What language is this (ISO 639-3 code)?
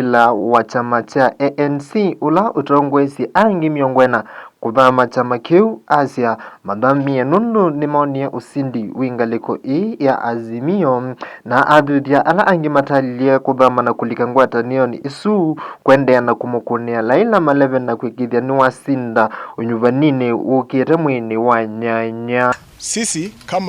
kam